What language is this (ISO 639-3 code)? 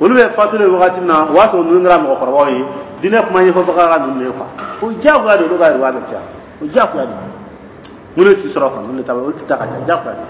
dyu